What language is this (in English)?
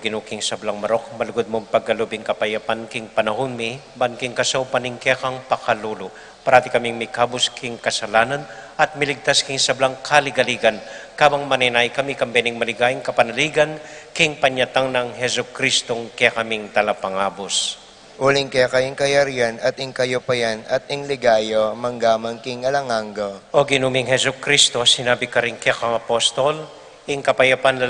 Pampanga